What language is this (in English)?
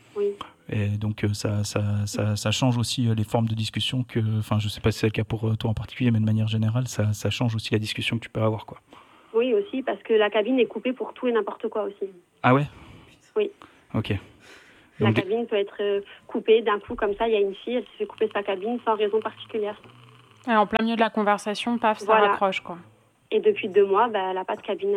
French